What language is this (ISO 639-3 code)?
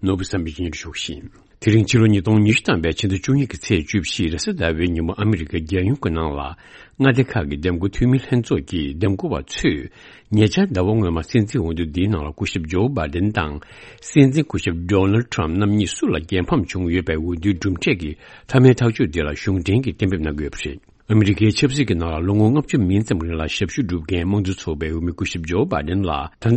bod